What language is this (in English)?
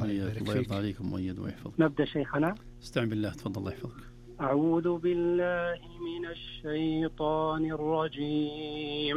Najdi Arabic